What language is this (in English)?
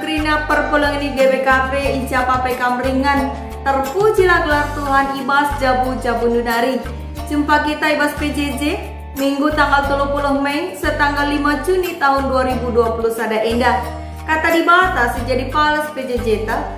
Batak Karo